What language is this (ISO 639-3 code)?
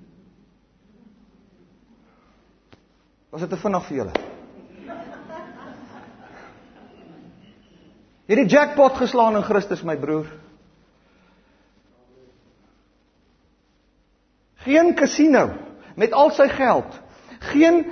afr